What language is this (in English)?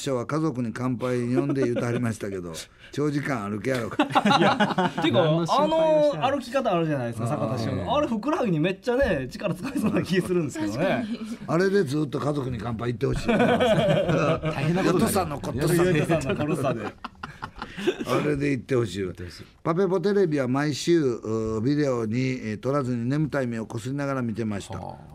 Japanese